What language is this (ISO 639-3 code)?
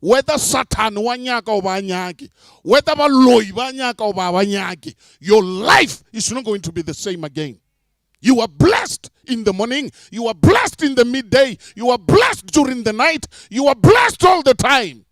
nso